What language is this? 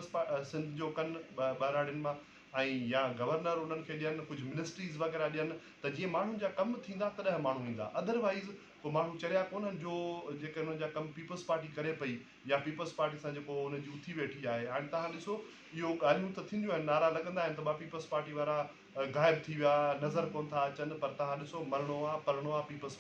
Sindhi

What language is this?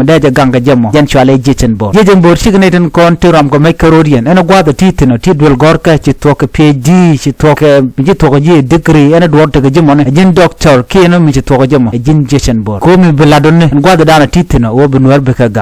Nuer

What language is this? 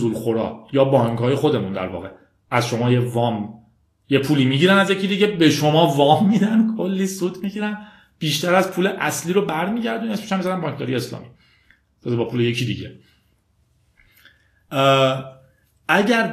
Persian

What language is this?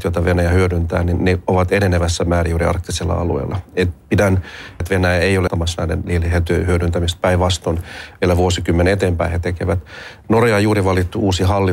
Finnish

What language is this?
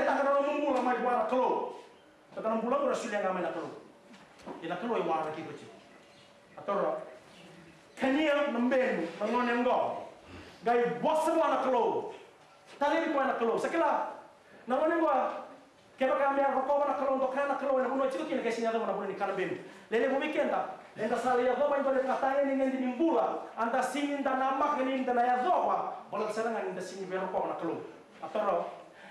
Fijian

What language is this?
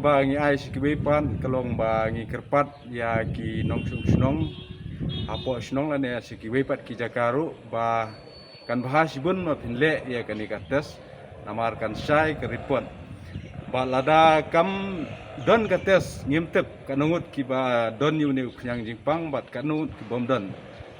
Khasi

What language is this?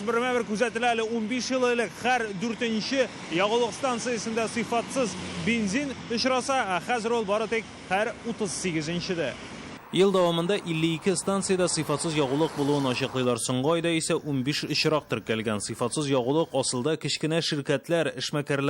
Tatar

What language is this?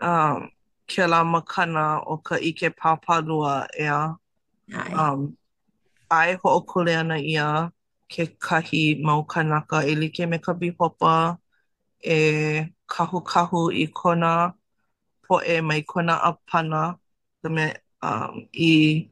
Hawaiian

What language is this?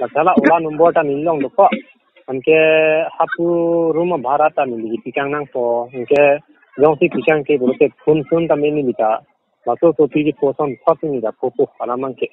Karbi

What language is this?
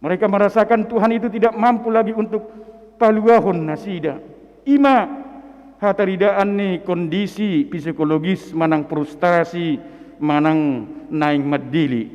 Batak Toba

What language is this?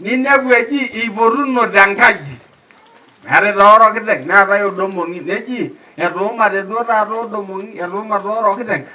Masai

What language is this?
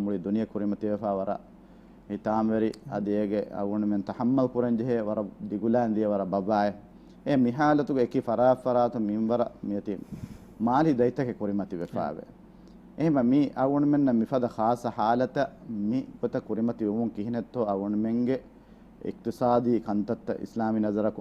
Divehi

